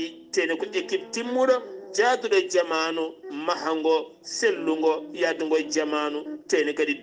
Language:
Fula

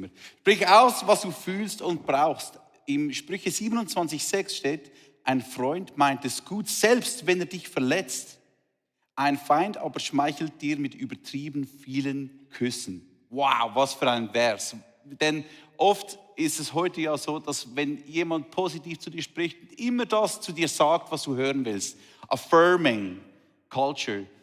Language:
Swiss German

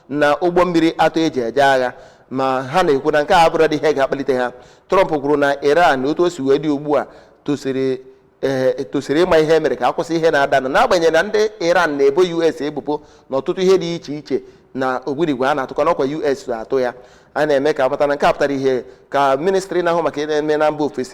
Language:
Igbo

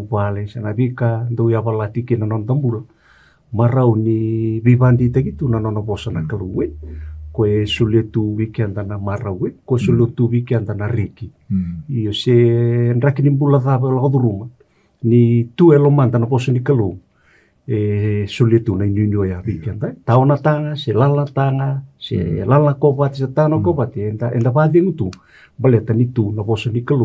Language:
Fijian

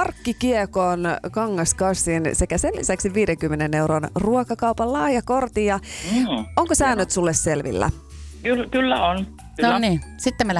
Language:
Finnish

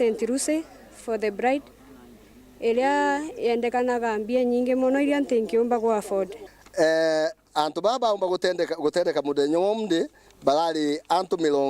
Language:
Meru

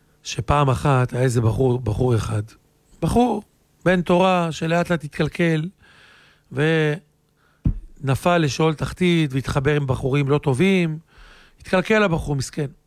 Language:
Hebrew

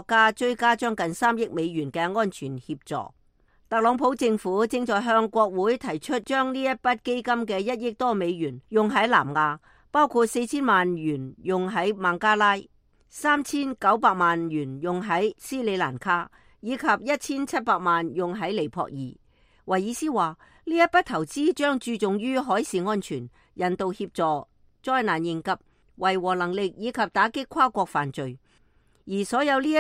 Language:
Cantonese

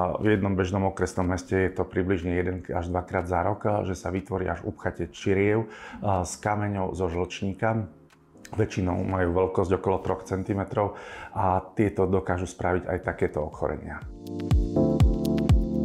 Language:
Slovak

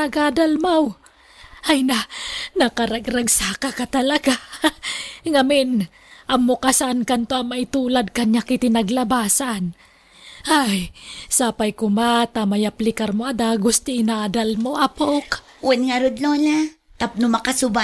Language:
Iloko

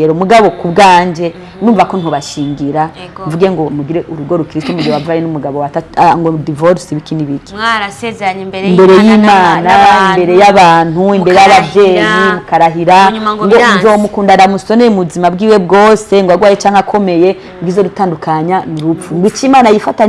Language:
Rundi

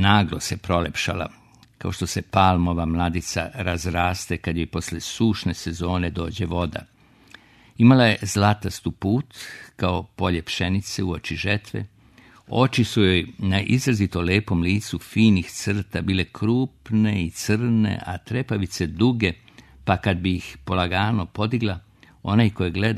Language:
Serbian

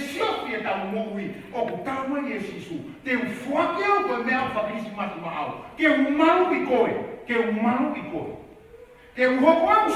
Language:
Tongan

